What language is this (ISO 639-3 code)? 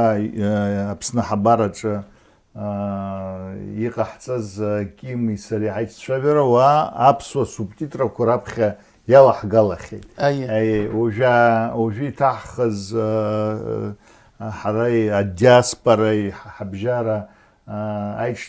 abk